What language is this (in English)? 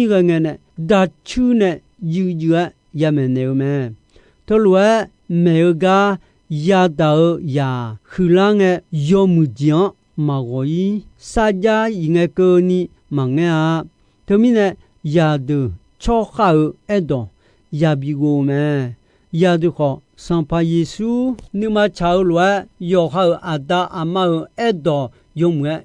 Akha